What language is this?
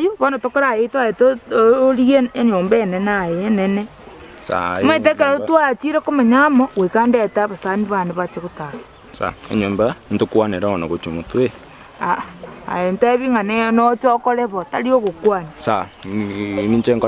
Gusii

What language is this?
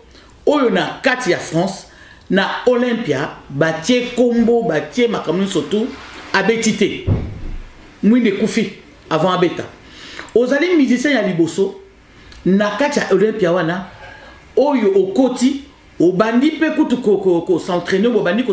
Lingala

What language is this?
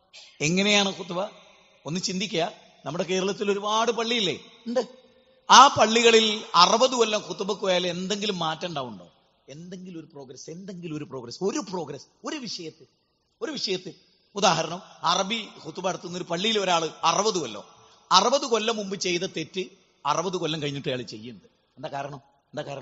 Malayalam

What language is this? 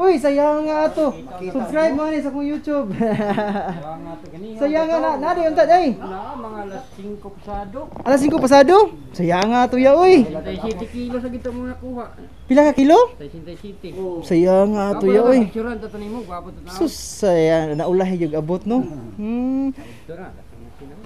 Cebuano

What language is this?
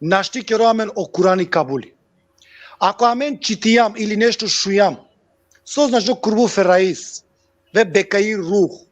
Balkan Romani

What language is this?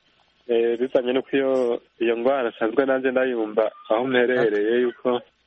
Kinyarwanda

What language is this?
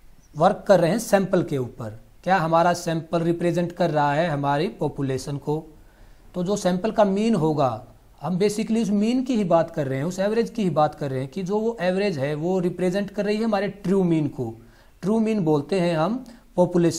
Hindi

